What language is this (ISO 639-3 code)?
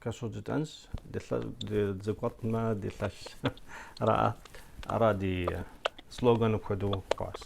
kbd